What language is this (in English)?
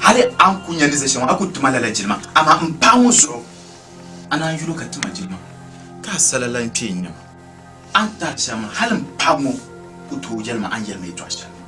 Dagbani